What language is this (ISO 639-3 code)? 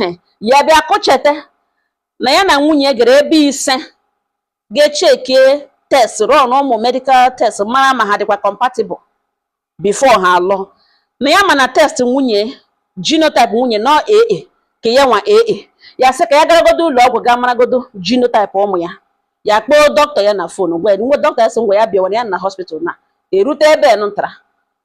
ibo